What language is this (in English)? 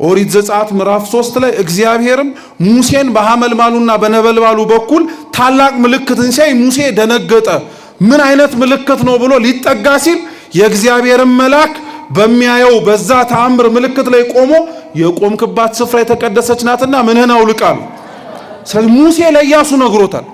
Amharic